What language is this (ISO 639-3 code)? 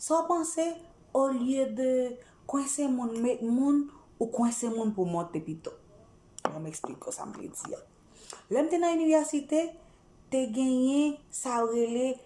hat